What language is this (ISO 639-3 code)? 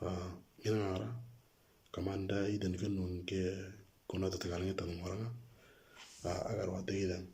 mor